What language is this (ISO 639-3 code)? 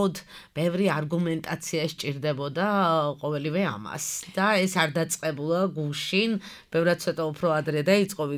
kat